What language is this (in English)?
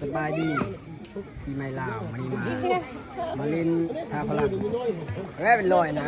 Lao